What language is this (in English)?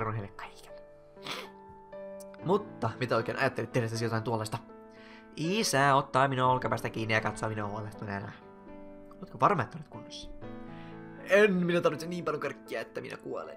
Finnish